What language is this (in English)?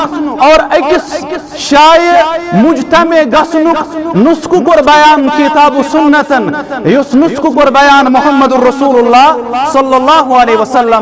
Kashmiri